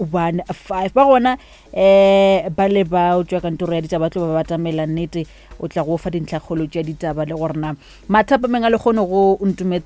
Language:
Northern Sotho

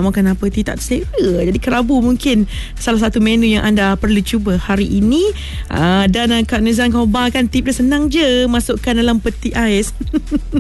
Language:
Malay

